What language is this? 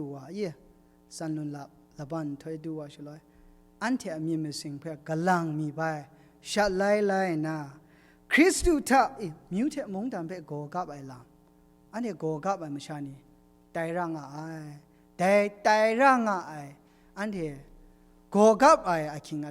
Kachin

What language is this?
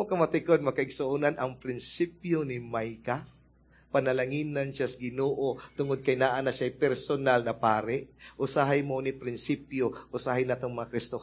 Cebuano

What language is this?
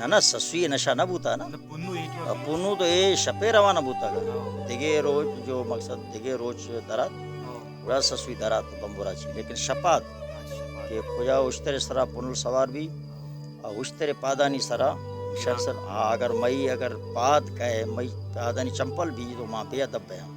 Baluchi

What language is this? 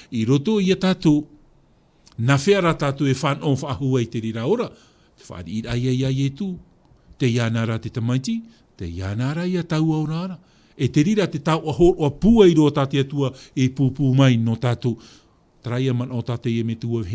Tahitian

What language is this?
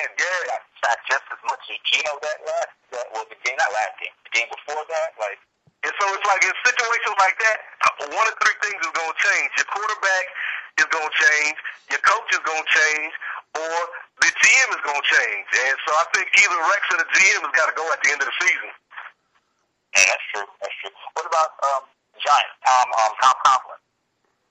English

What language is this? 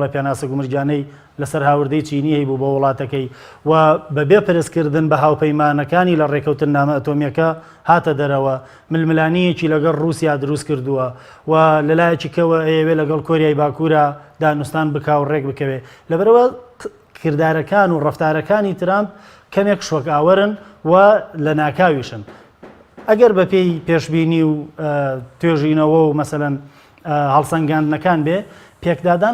Central Kurdish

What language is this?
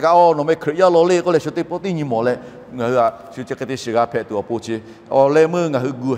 Lahu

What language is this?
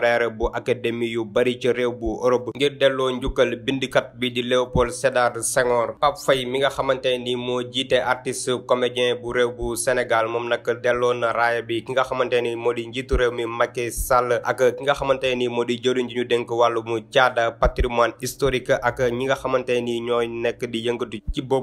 Wolof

